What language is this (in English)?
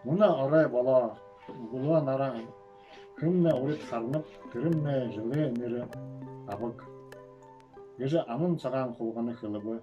Buriat